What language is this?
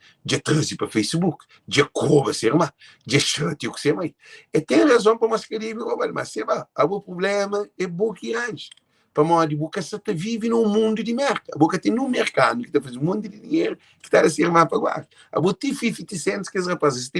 Kabuverdianu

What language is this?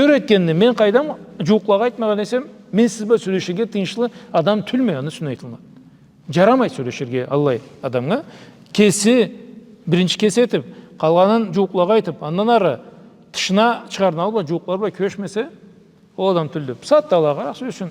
Karachay-Balkar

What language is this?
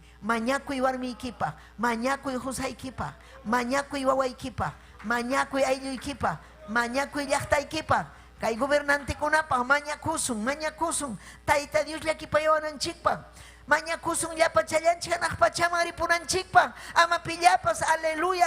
Ayacucho Quechua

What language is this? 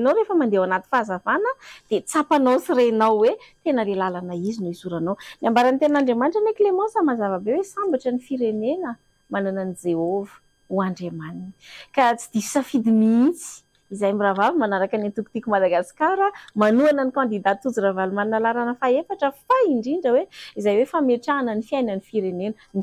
Malagasy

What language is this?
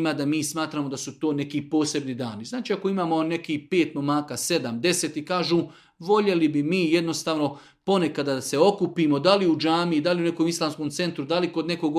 Serbian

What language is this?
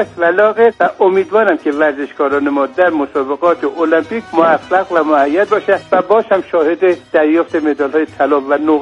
Persian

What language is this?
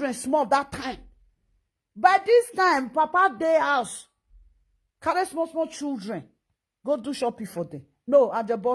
Nigerian Pidgin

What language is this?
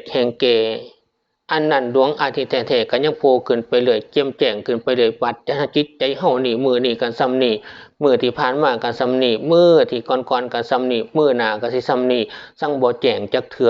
Northeastern Thai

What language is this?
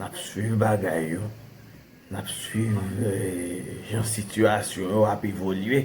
Haitian Creole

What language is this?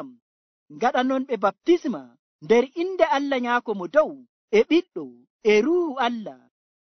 Nigerian Fulfulde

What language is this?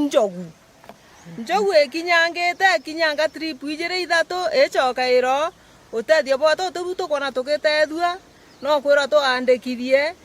Meru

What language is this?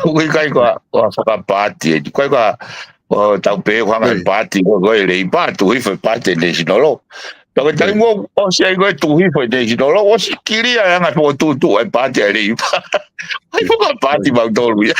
Tongan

